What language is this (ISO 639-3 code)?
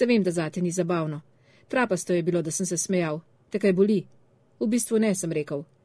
slv